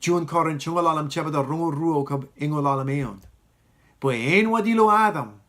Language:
Marshallese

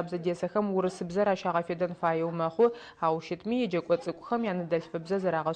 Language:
Adyghe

